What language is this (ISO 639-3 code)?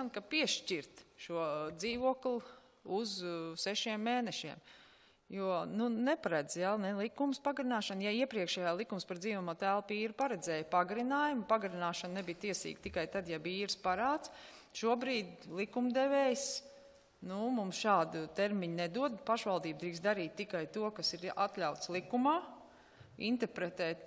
lav